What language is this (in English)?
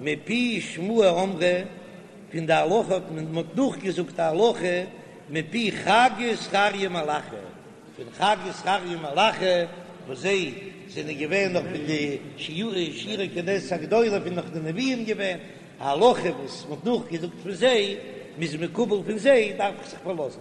Yiddish